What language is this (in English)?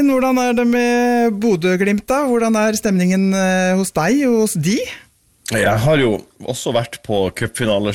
Norwegian